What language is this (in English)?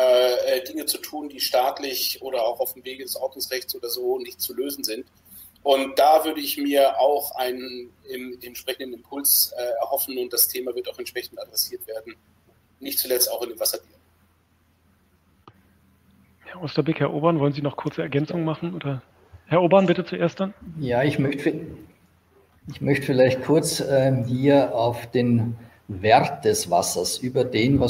German